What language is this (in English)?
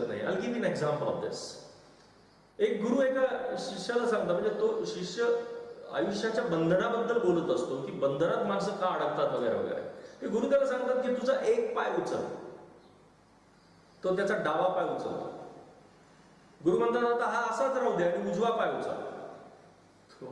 Marathi